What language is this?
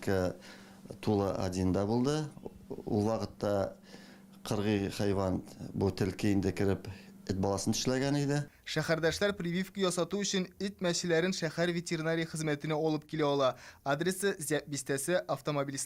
Tatar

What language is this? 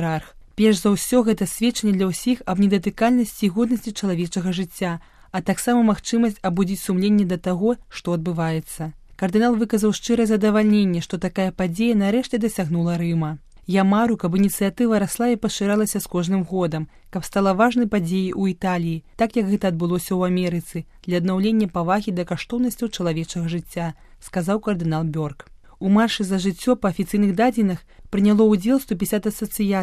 Belarusian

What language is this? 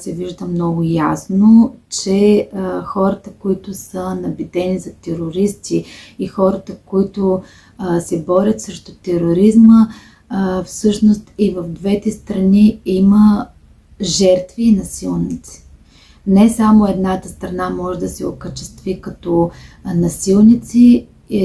Bulgarian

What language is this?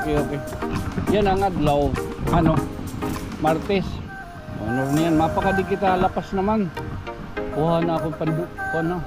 Waray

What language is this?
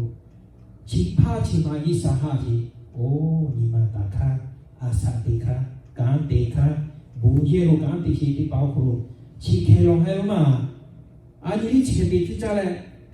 Lahu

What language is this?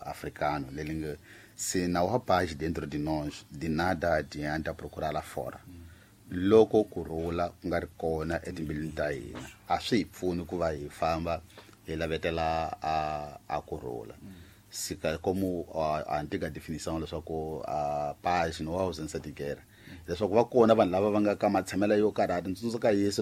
Tsonga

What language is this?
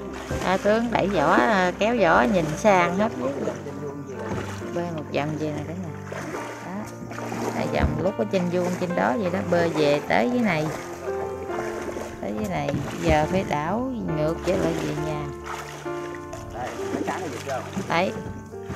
Vietnamese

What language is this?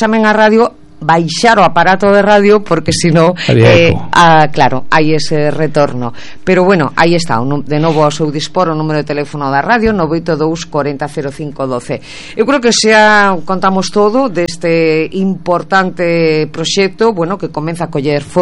Galician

